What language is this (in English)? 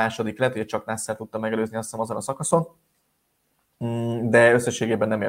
Hungarian